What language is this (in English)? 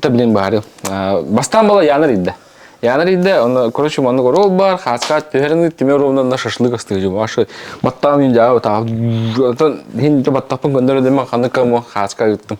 Yakut